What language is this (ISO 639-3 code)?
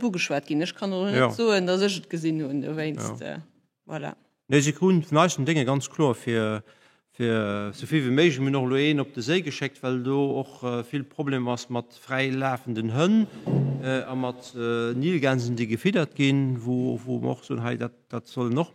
ltz